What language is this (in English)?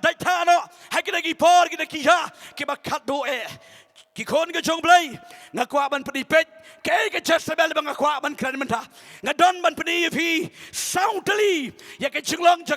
Khasi